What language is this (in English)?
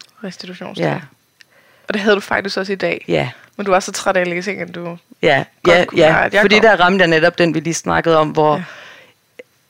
Danish